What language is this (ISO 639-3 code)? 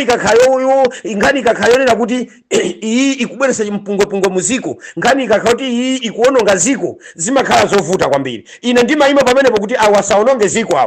nya